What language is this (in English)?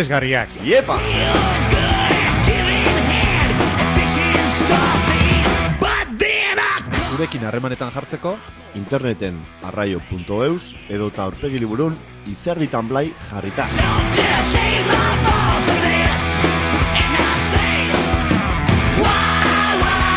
Basque